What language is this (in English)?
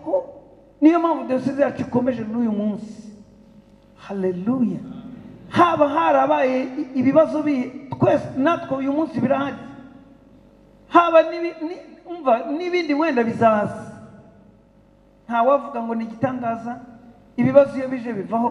Kinyarwanda